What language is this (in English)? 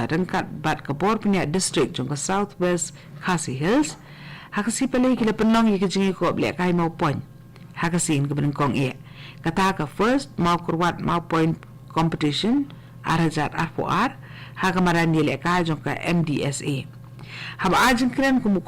Khasi